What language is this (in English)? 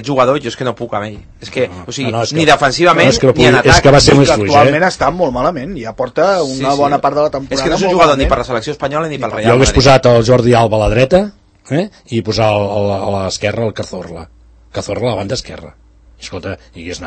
Catalan